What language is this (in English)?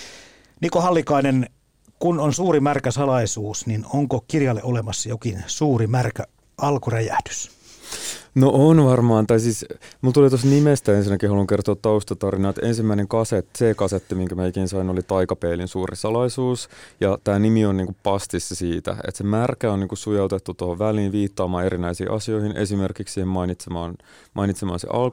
Finnish